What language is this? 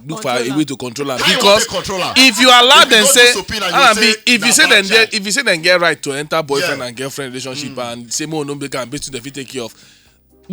Nigerian Pidgin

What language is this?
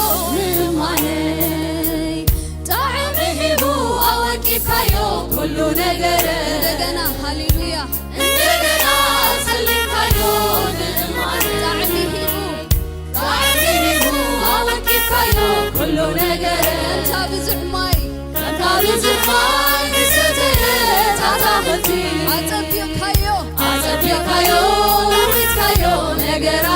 Tigrinya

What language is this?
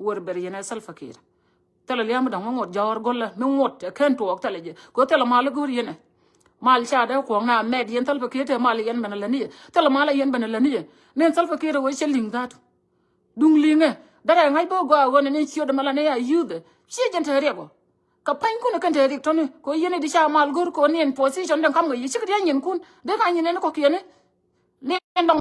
Nuer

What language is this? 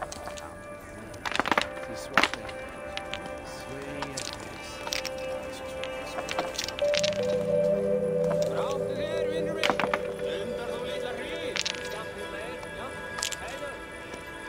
Icelandic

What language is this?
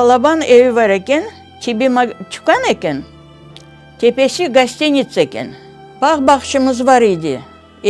Crimean Tatar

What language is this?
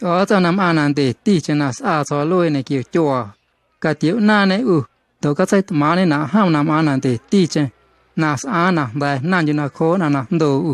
Guerrero Amuzgo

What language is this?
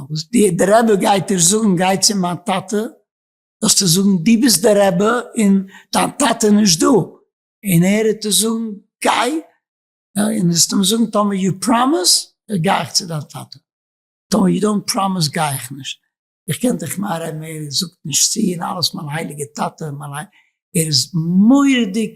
Yiddish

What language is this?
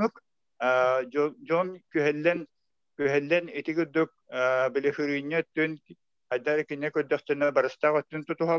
Yakut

